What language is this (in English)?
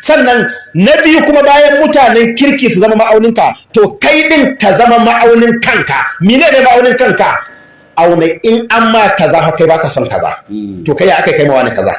Hausa